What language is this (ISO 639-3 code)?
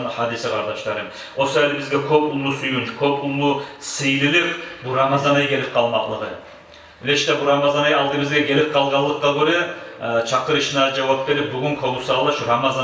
kum